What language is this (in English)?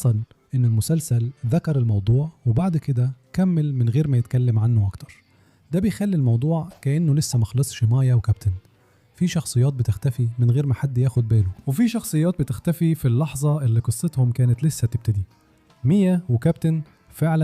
Egyptian Arabic